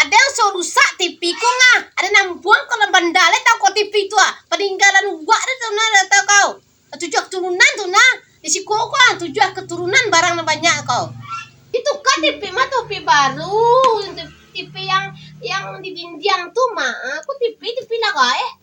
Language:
Minangkabau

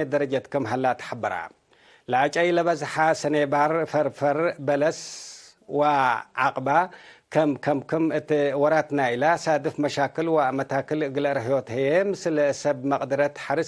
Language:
Tigre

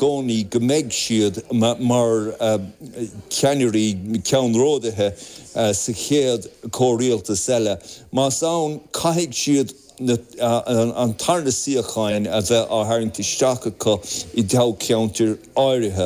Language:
Irish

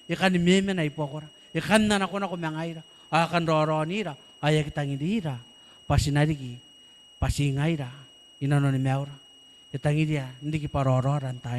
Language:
Gilbertese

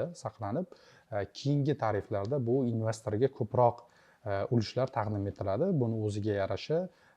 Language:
Uzbek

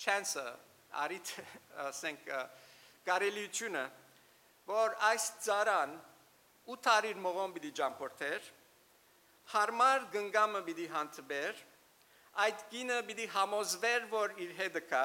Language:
Western Armenian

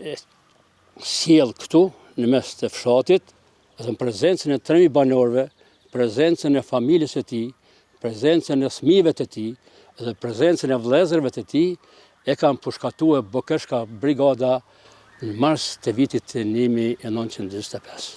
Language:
Albanian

